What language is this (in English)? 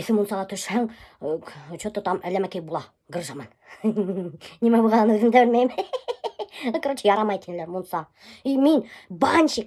Bashkir